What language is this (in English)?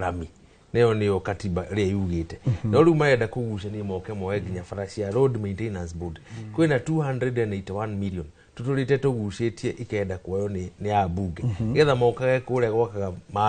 Kikuyu